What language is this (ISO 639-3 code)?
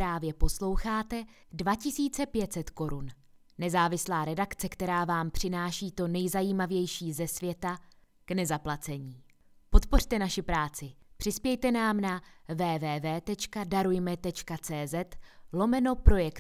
ces